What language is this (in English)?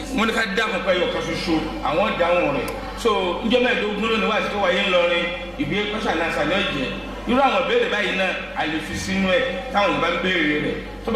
Yoruba